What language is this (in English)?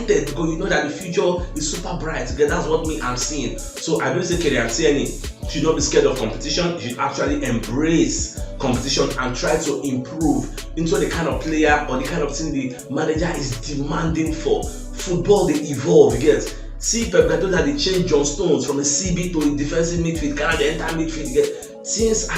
Nigerian Pidgin